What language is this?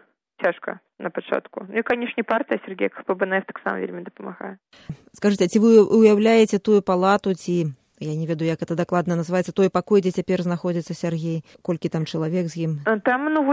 Belarusian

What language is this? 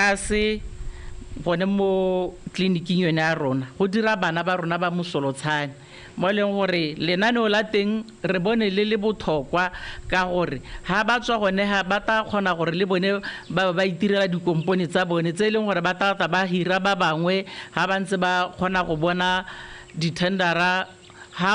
Tswana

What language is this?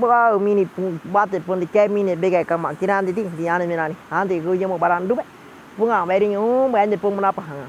Waorani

